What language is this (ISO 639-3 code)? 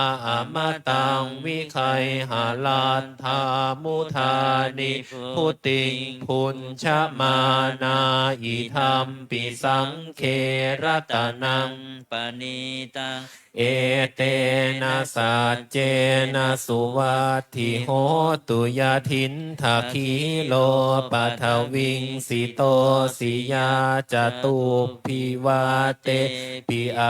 pli